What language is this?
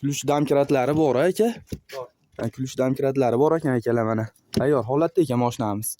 Uzbek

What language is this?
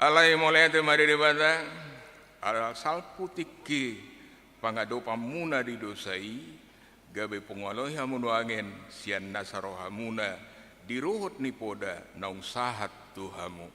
Batak Toba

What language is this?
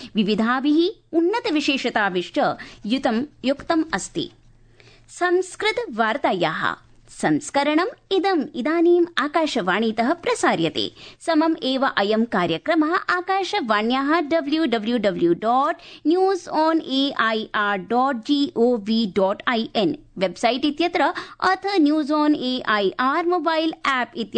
Sanskrit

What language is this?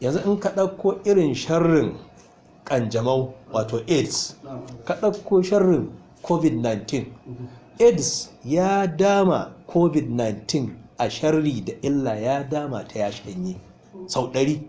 Hausa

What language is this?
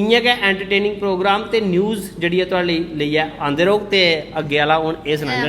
Dogri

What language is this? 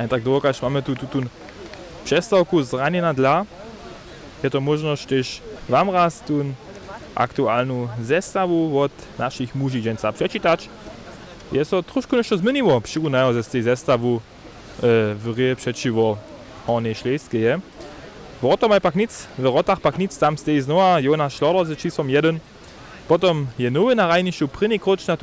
Upper Sorbian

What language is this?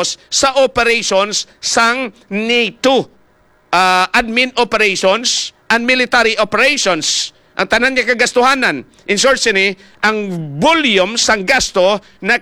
Hiligaynon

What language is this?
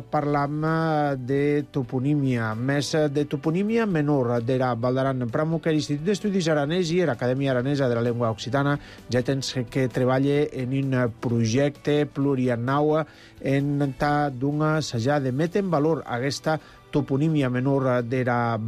Catalan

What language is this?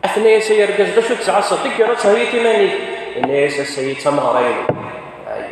Kabyle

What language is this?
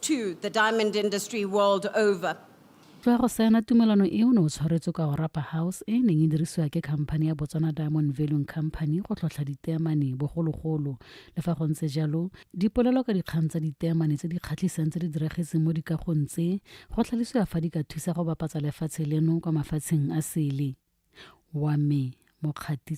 Tswana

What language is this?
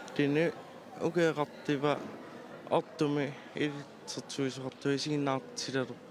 Kalaallisut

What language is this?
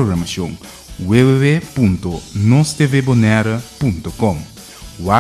Papiamento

